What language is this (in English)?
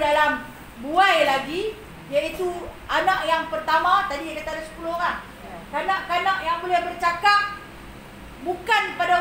Malay